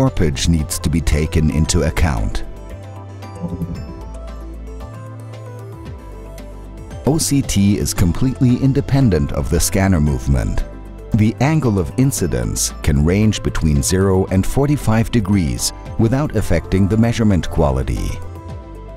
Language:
English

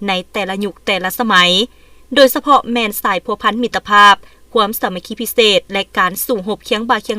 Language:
Lao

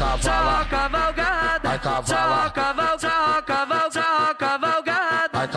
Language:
Portuguese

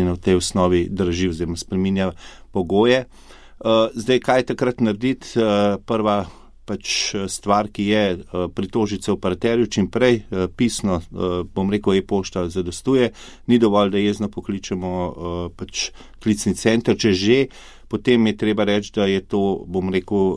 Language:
Slovenian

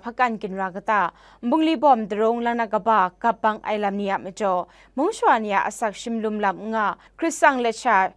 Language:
Kachin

